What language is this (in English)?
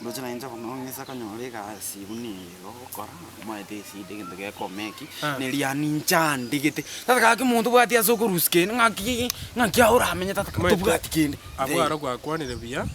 Gusii